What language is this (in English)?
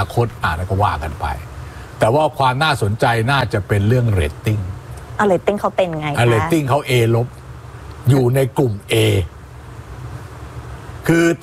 Thai